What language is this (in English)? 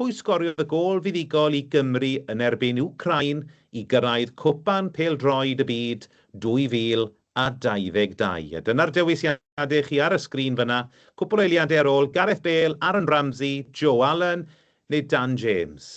Welsh